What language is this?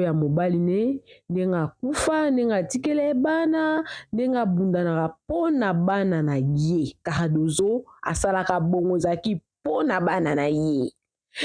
Lingala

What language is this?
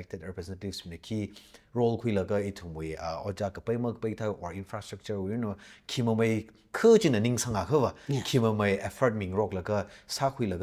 Tangkhul Naga (India)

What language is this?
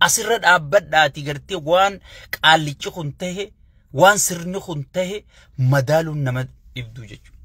Oromo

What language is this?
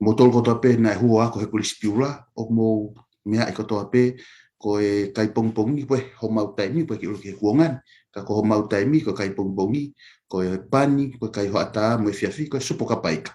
Tongan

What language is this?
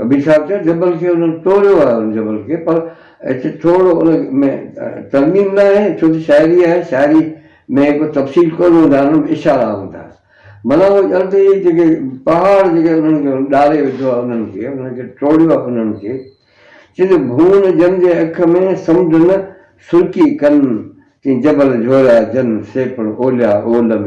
Sindhi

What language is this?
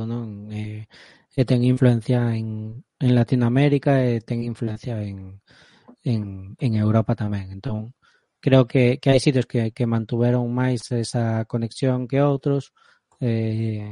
Galician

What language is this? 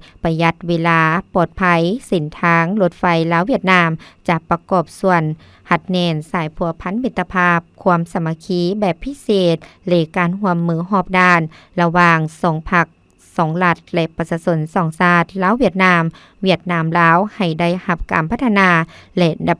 Lao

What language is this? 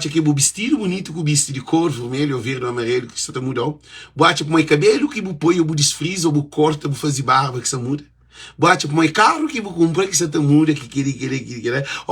Kabuverdianu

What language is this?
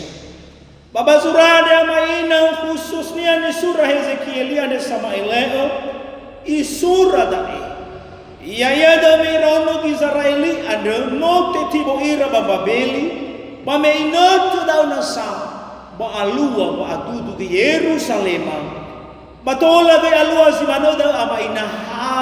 Nias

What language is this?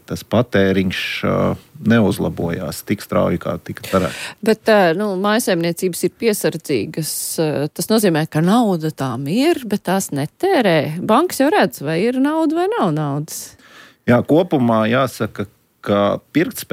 Latvian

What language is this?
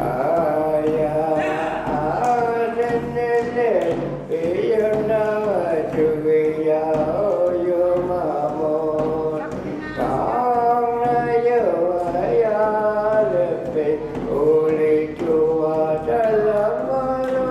Inuktitut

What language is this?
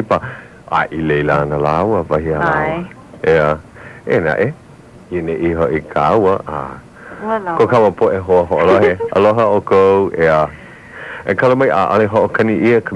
Hawaiian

